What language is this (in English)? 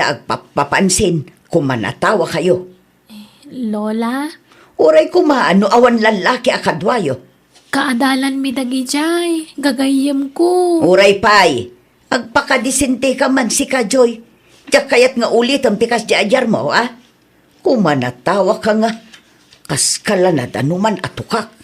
Iloko